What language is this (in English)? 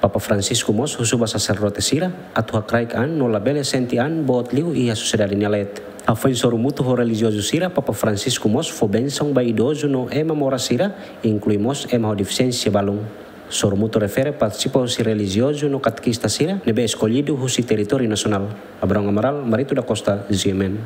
Tetum